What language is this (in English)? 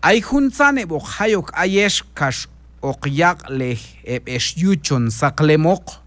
Q'anjob'al